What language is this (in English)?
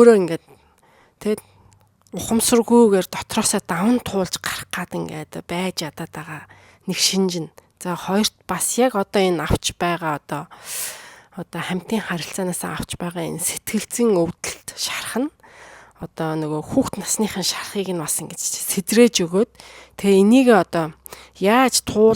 Mongolian